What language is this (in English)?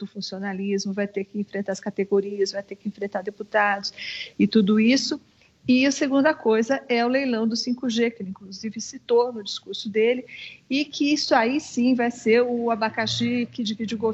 Portuguese